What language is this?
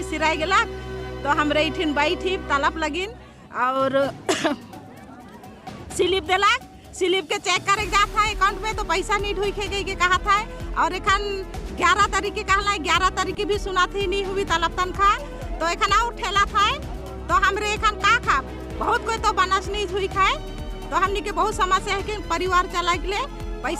Sadri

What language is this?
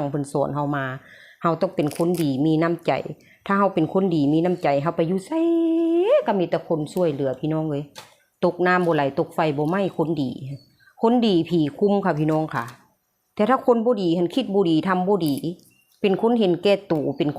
Northeastern Thai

